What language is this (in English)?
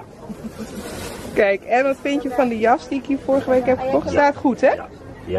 Dutch